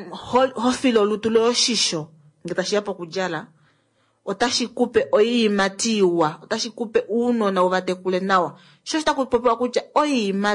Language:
Kuanyama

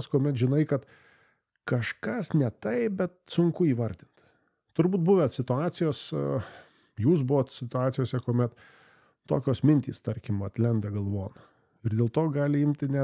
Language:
Lithuanian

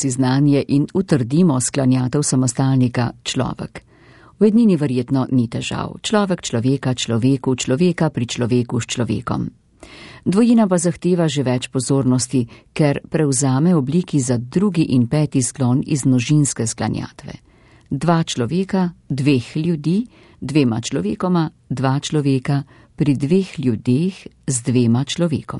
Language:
Slovenian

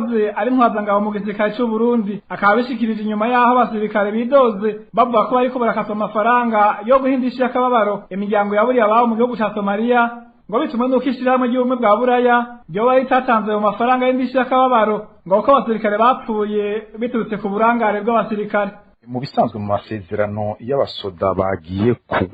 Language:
Rundi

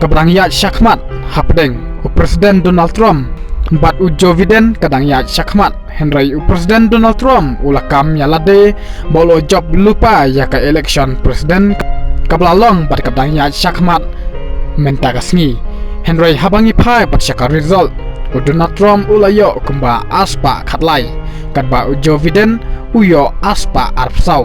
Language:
Khasi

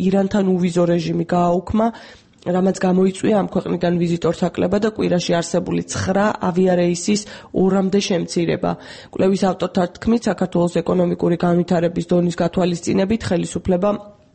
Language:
Georgian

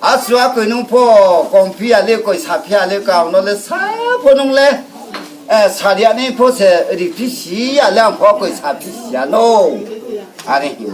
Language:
Riang (India)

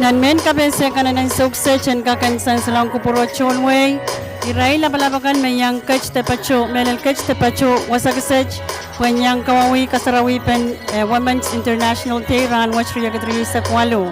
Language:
Pohnpeian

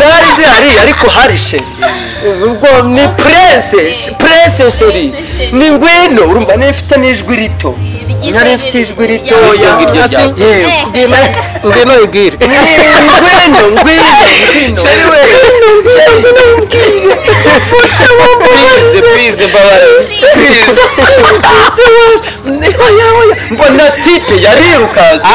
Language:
Kinyarwanda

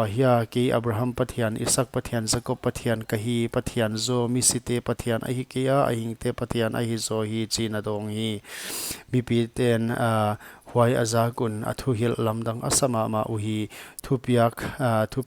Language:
Paite Chin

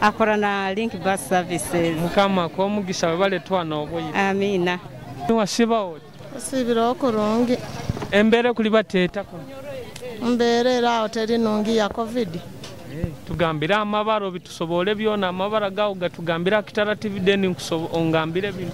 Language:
Nyoro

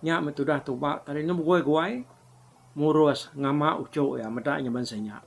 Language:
Iban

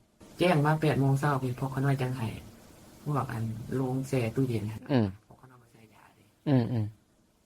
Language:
Northeastern Thai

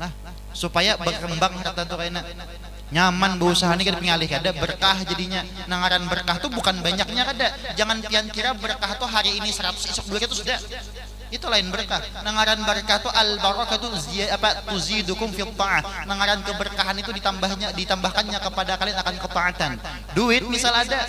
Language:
Banjar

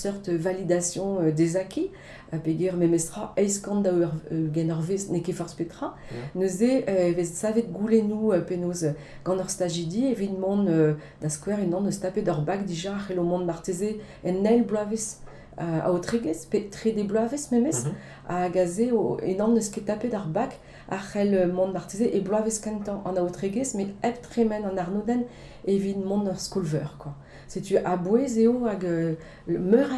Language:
Breton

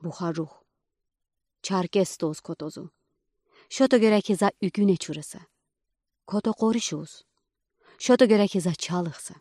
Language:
Udi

